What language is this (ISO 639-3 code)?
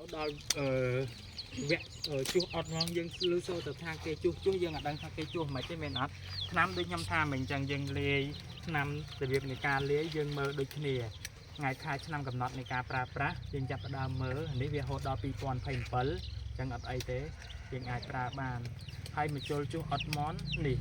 khm